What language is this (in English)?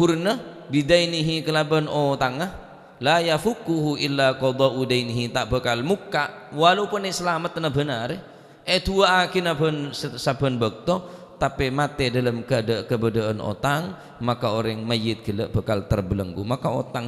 Madurese